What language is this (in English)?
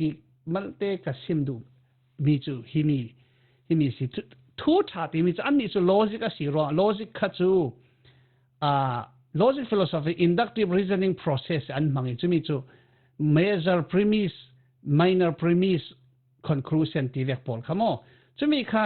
Falam Chin